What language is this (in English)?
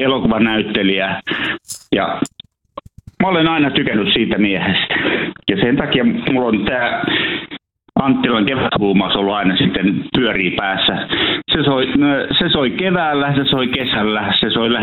Finnish